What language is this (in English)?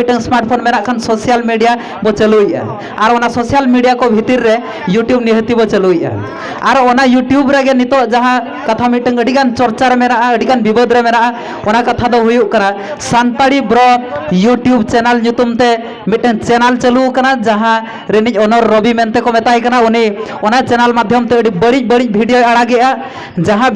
Santali